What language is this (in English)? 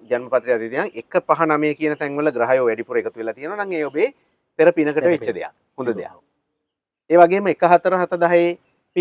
Sinhala